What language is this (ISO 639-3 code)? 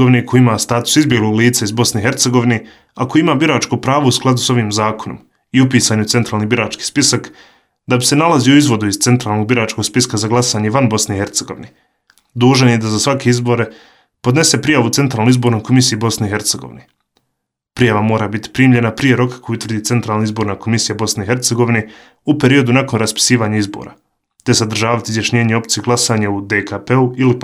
bos